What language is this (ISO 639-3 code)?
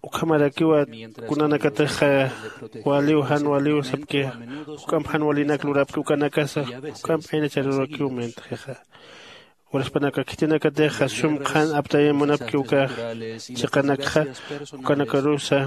aym